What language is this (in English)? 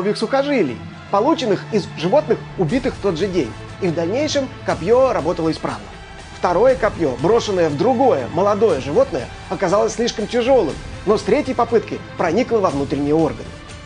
Russian